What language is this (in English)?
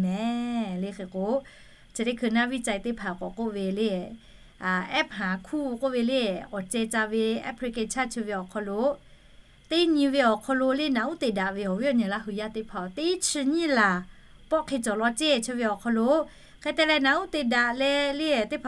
Lahu